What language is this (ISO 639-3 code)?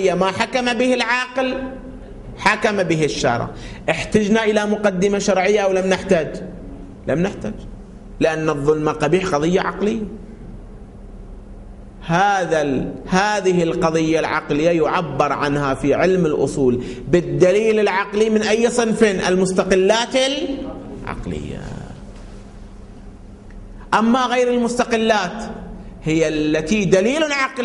ara